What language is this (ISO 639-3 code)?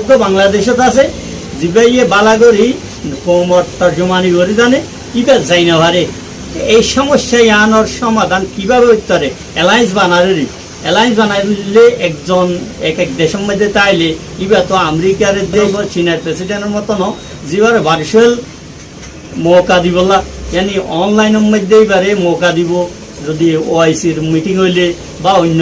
rhg